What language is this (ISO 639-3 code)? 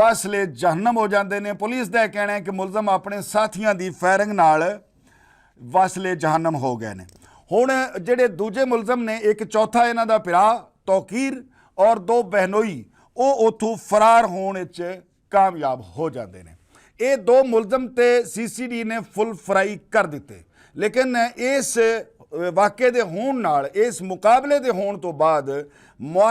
lah